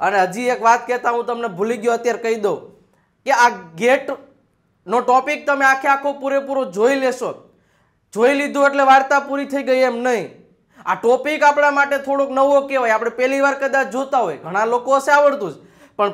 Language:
Gujarati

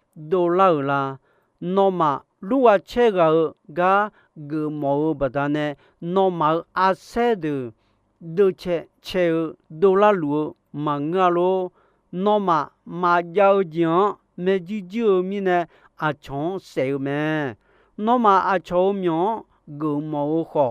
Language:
Akha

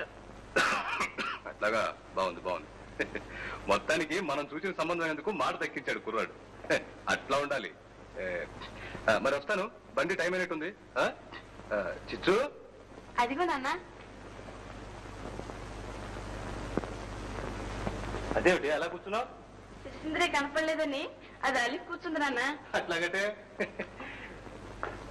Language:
Telugu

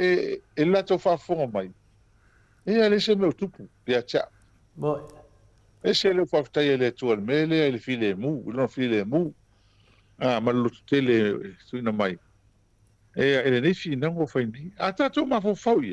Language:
Samoan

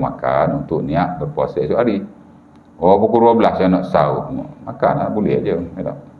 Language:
Malay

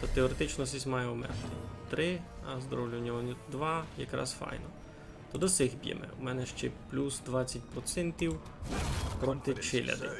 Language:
Rusyn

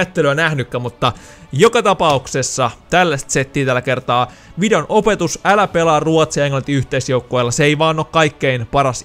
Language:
Finnish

